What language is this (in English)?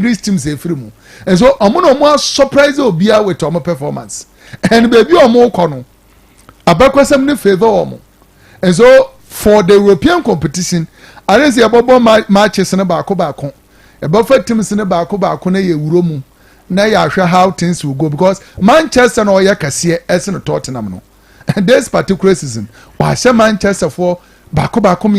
Akan